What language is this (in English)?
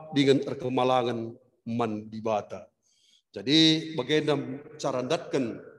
Batak Karo